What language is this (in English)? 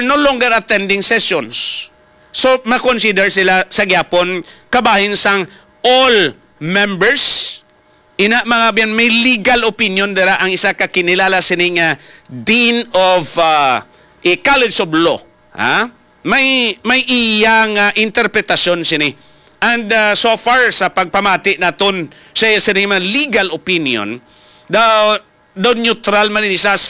Hiligaynon